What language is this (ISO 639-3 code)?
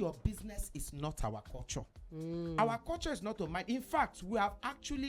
pcm